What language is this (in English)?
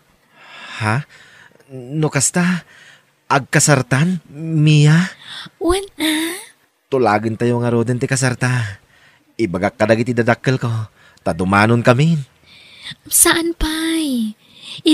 Iloko